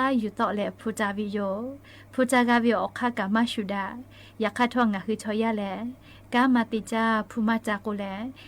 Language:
Lahu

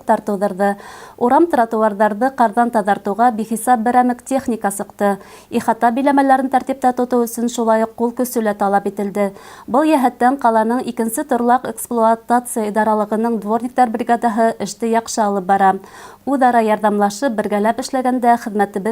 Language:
Bashkir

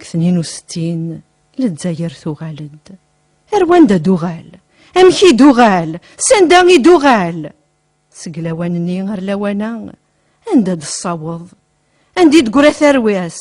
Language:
Kabyle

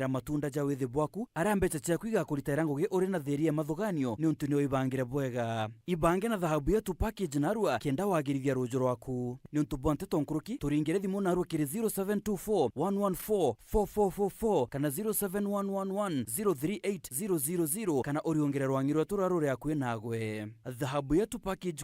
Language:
Meru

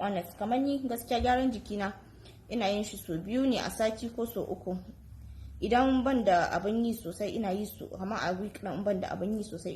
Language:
Hausa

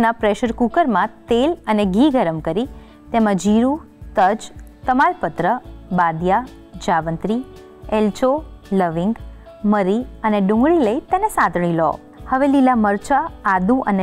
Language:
Gujarati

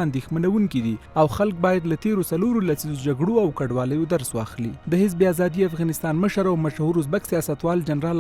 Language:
Pashto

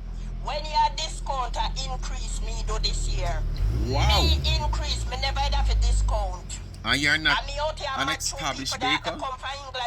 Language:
Jamaican Creole English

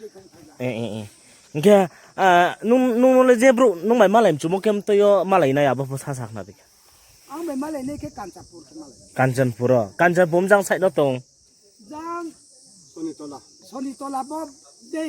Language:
Riang (India)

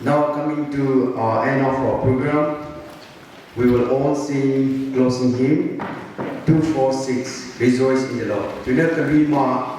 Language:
Maram Naga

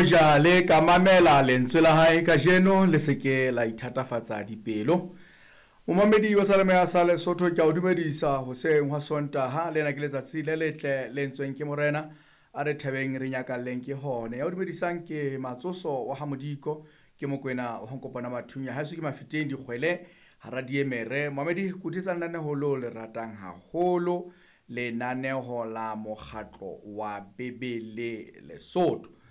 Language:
Southern Sotho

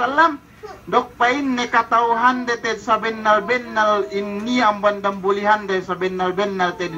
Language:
Yakan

